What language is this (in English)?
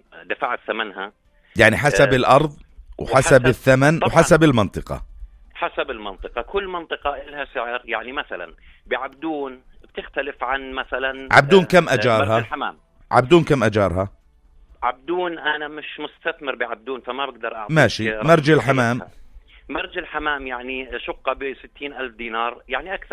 North Levantine Arabic